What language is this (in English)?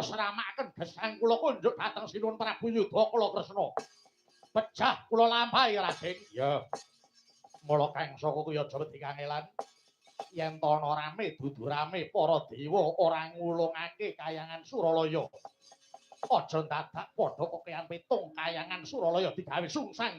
Javanese